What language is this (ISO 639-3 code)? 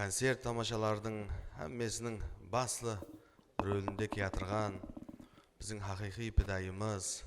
kaa